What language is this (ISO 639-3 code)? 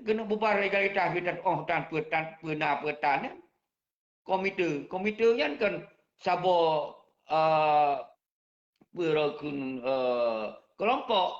ace